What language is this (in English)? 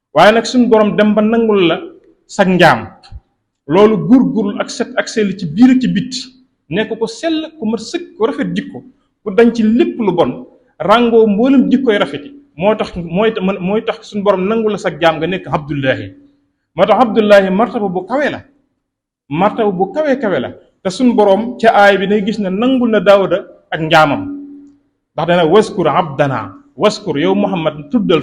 Wolof